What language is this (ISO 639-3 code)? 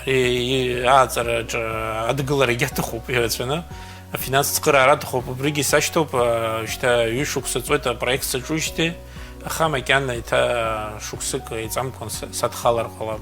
abk